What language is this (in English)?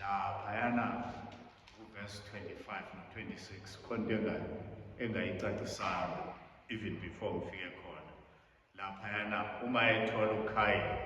Zulu